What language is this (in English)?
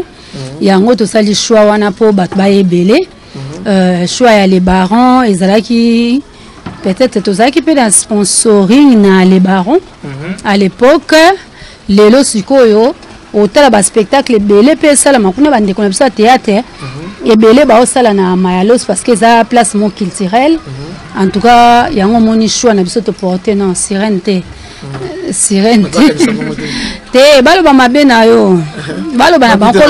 Lingala